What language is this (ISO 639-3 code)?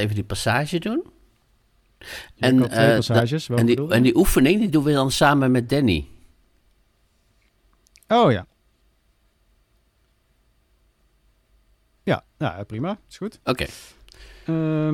nld